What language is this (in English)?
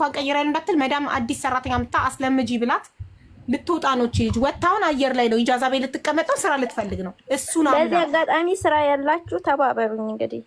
Amharic